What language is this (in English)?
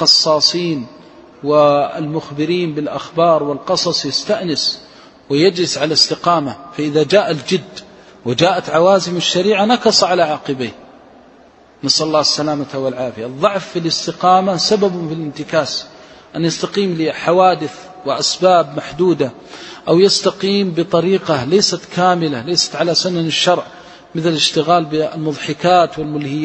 Arabic